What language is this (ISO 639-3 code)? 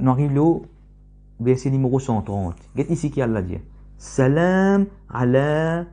mfe